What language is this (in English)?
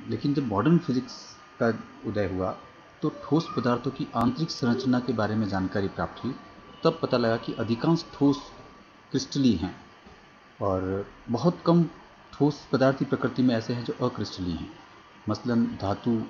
Hindi